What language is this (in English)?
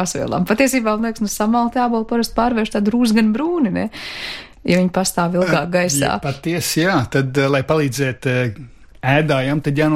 Latvian